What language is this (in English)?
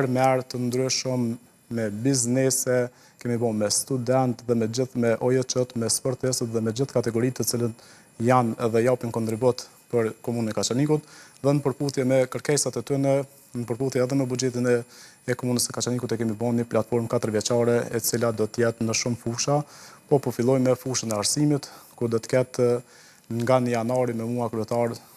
Albanian